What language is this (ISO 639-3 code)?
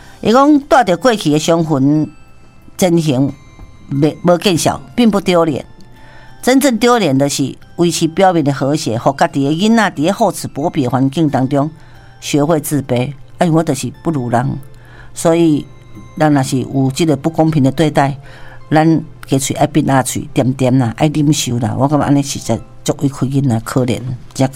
nan